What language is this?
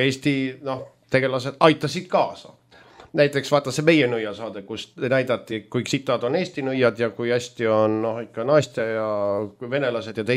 Estonian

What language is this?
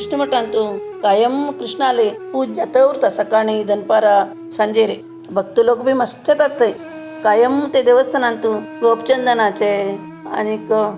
Konkani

